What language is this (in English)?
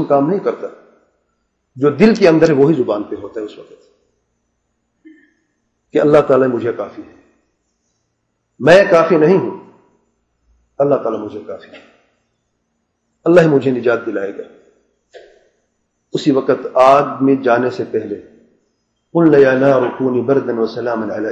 Urdu